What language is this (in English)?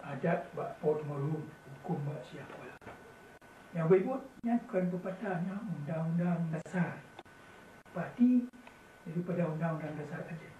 Achinese